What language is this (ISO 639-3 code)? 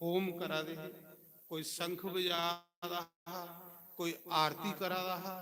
doi